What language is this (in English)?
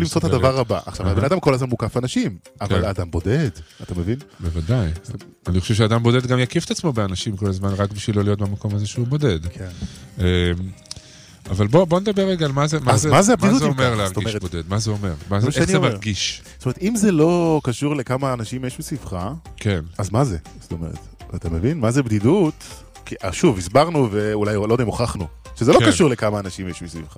Hebrew